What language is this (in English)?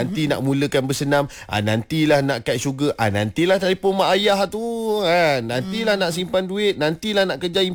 Malay